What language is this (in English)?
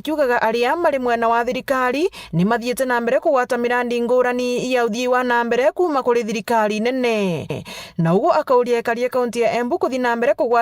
Meru